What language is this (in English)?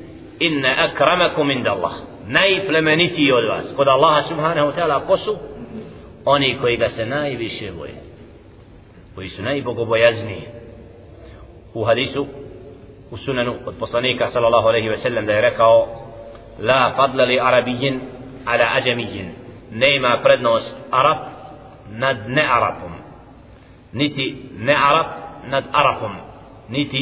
Bosnian